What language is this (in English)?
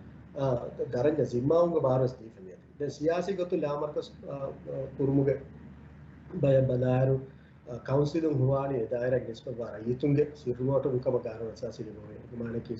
Divehi